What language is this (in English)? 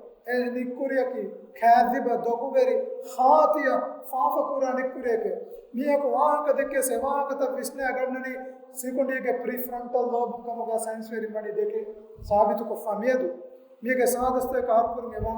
Divehi